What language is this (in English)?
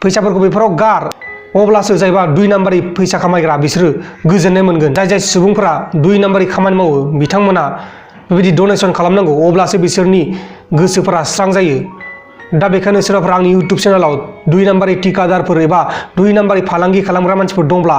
Bodo